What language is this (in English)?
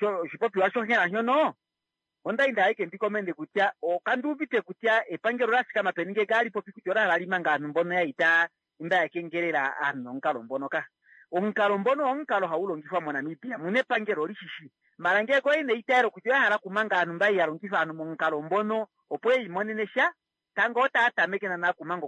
Kuanyama